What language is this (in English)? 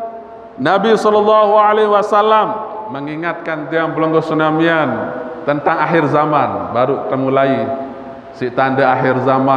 Sasak